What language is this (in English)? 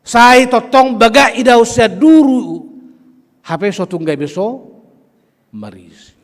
Batak Toba